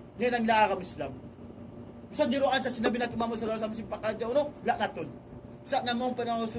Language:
Tausug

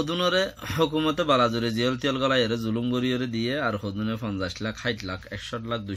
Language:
Rohingya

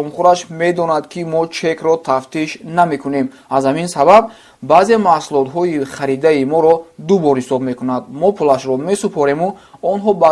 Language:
Tajik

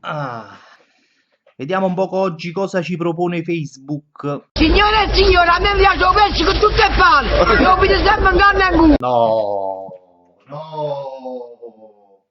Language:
Neapolitan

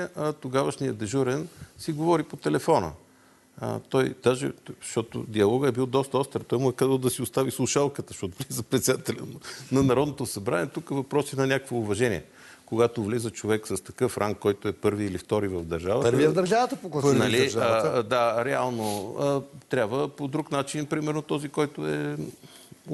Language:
Bulgarian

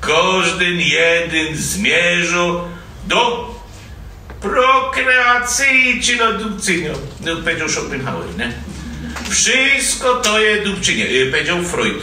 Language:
Silesian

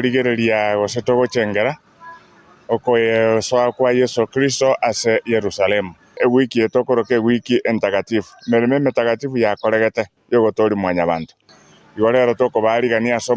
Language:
Gusii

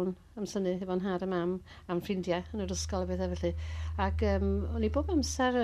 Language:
Welsh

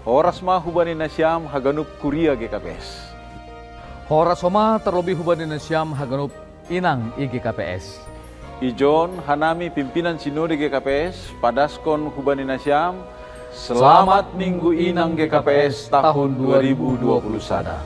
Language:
Batak Simalungun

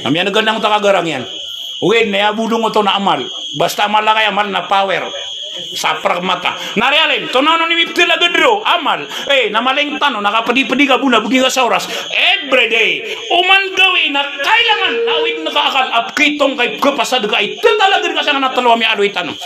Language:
Maranao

